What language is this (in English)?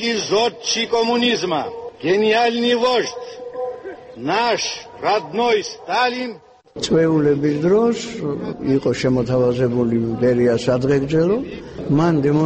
Georgian